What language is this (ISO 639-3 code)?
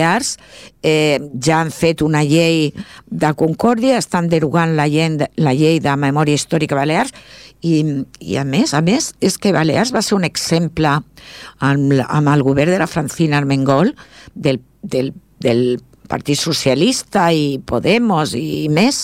cat